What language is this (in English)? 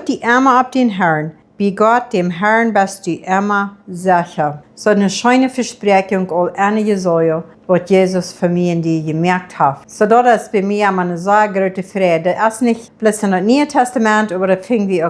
Plautdietsch